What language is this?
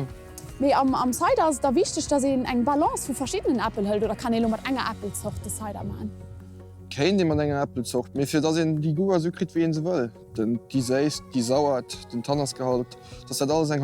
Luxembourgish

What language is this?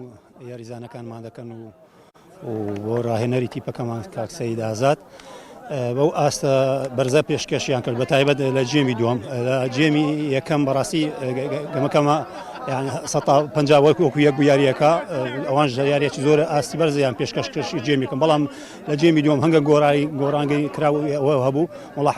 Central Kurdish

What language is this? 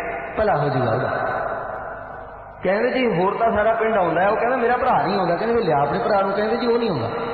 Punjabi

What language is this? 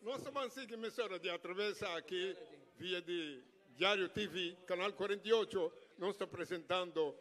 Papiamento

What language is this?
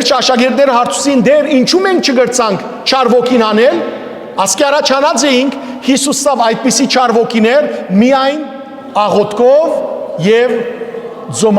Western Armenian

